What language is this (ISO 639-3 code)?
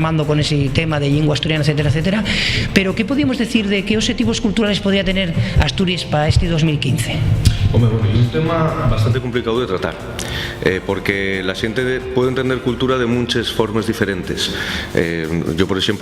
ast